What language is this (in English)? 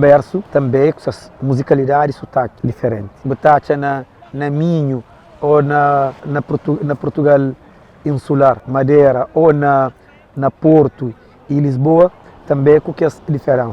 Kabuverdianu